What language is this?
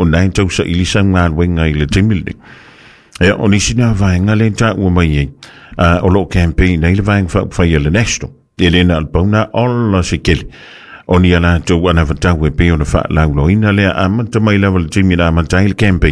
Samoan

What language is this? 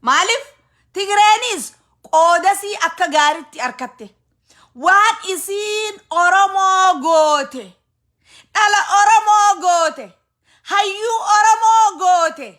Oromo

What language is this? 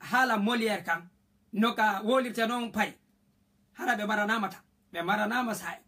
Fula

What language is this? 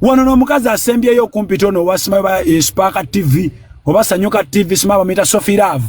Ganda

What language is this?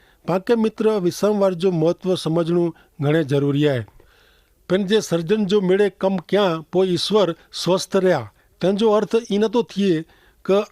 Kachhi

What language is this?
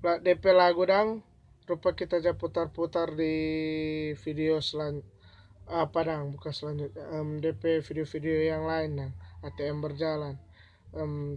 Manado Malay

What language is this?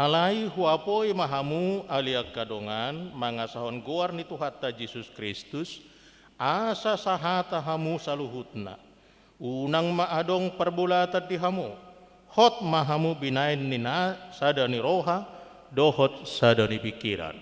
Batak Toba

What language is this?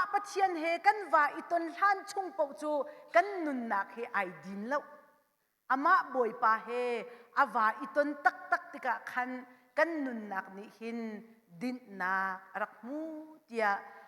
Hakha Chin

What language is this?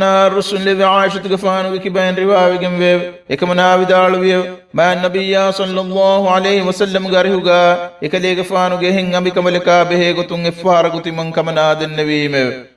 Divehi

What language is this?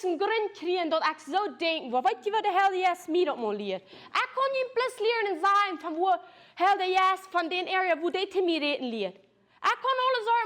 Plautdietsch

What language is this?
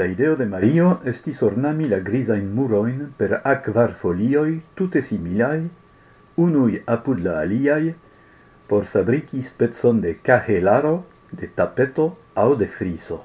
Esperanto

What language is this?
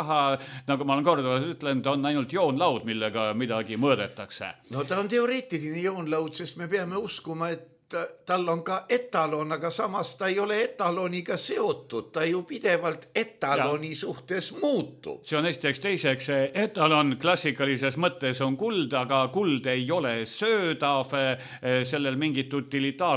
Estonian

